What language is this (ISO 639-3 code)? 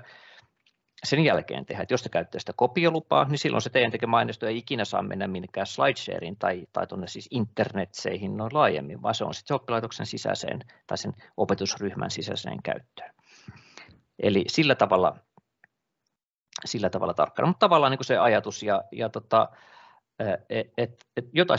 fin